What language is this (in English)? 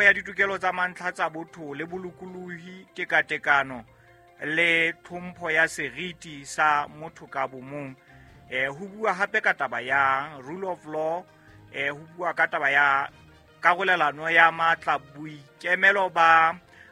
Southern Sotho